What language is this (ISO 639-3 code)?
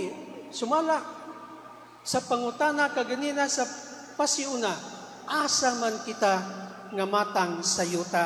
ceb